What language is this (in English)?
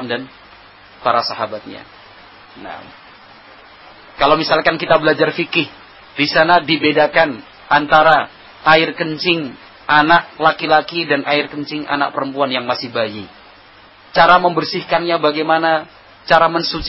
Indonesian